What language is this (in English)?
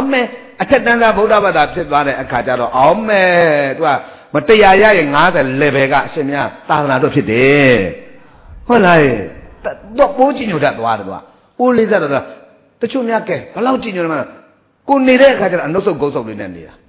Burmese